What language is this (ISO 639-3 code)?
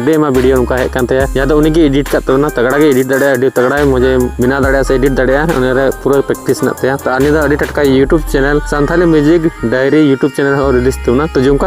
sat